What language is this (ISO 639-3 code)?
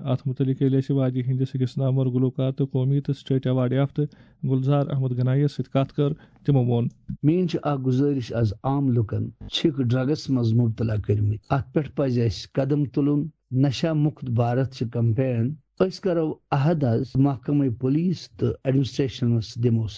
kas